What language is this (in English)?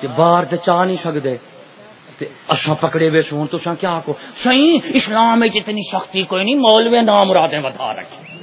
Saraiki